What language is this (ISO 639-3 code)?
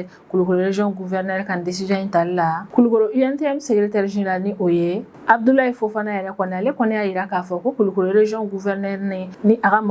bam